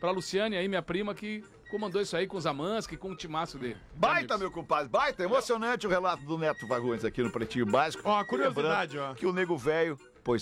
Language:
Portuguese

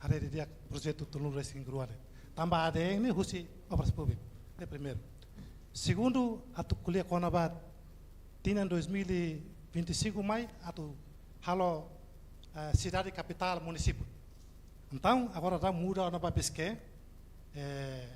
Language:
Tetum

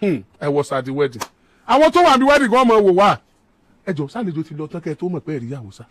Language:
Yoruba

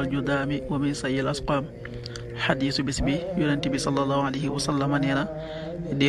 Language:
Wolof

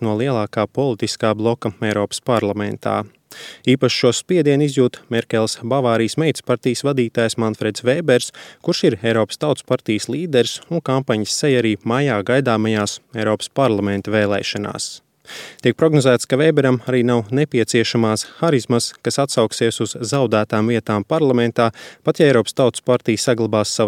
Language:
Latvian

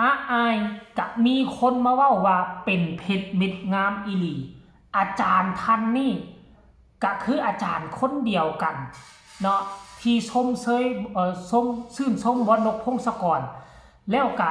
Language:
Lao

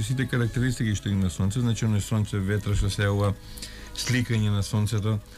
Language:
Macedonian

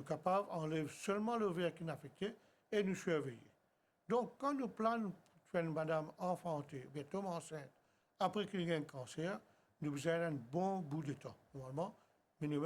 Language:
Morisyen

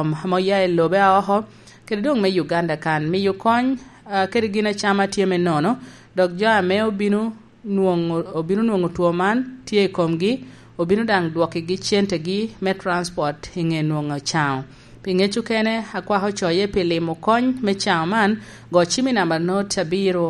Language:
Lango (Uganda)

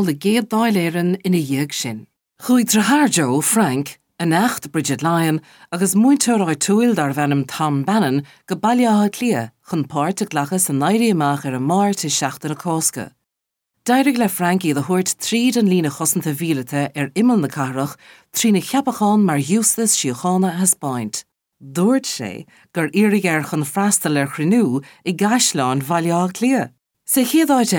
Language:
Irish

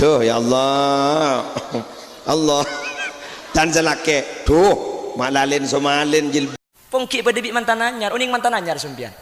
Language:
Madurese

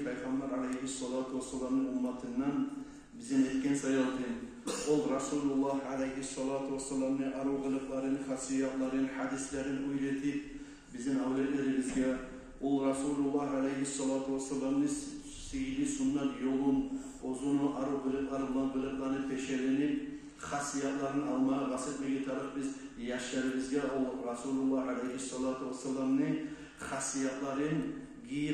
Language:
Kumyk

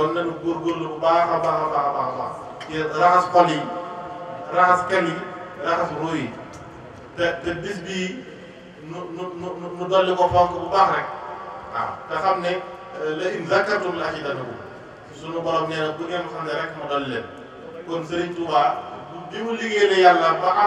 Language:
Wolof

